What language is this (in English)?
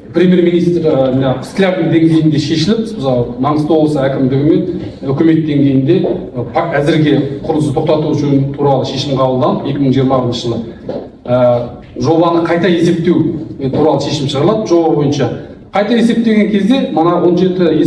Kazakh